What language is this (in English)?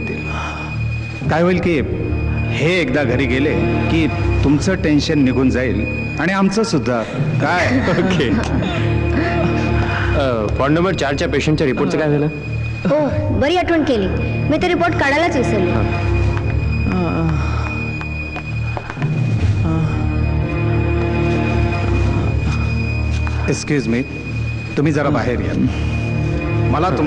Marathi